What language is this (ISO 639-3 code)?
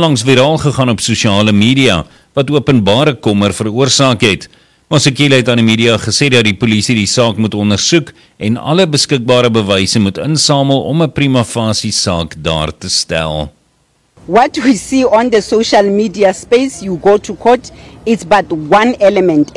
afr